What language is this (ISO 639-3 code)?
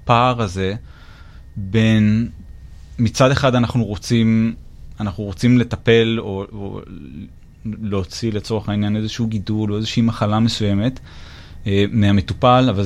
heb